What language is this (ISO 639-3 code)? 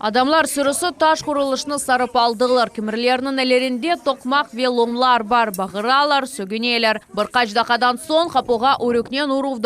crh